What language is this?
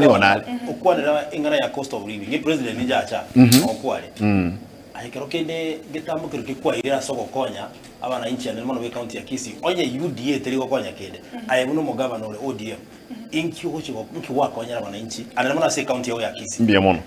Gusii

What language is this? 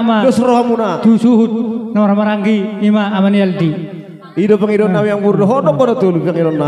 Batak Toba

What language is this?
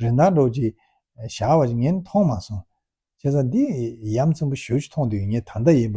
Tibetan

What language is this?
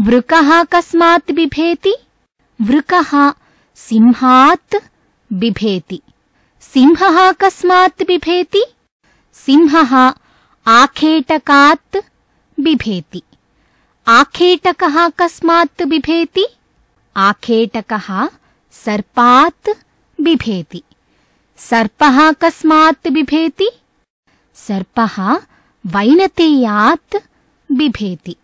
Sanskrit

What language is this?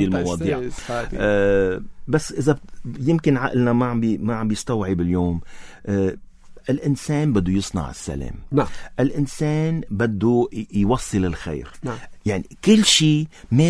North Levantine Arabic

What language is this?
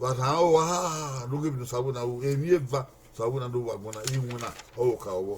Bini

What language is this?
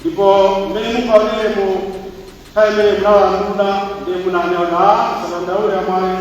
Nyanja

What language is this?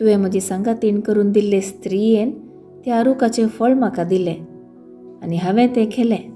Konkani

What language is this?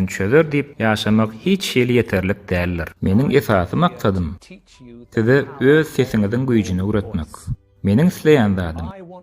Turkmen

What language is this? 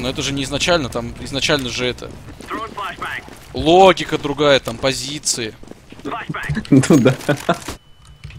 Russian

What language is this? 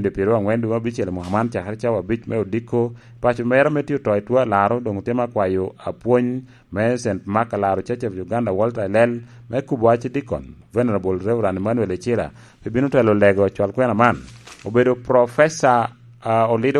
Lango (Uganda)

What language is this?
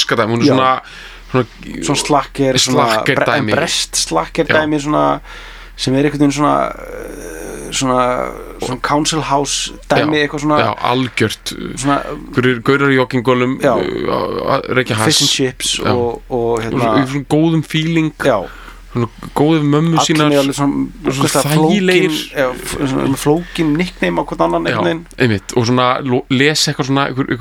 Icelandic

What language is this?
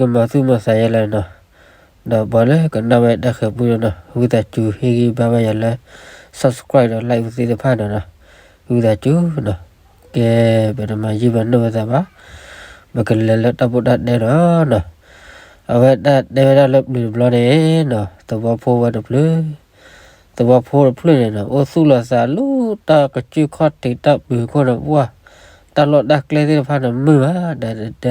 S'gaw Karen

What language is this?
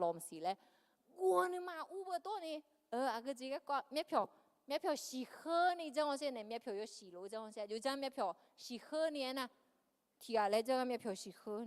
Akha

